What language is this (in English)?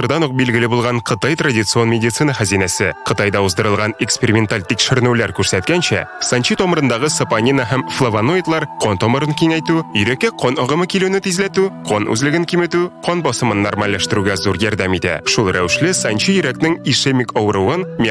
Tatar